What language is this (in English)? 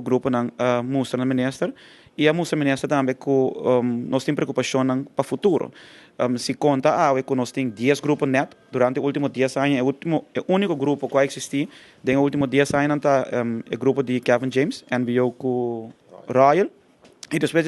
Papiamento